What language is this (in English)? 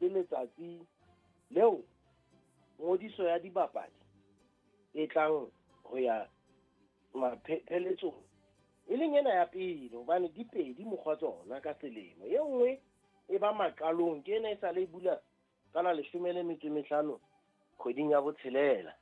Southern Sotho